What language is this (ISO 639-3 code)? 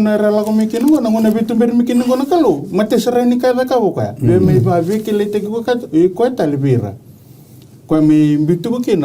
fij